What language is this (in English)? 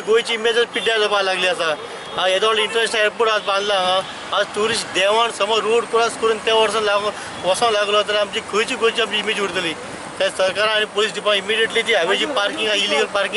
Konkani